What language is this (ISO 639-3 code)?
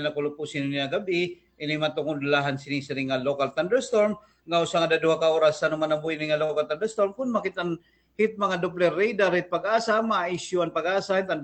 war